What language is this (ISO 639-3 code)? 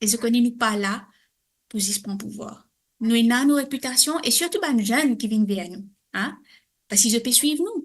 mfe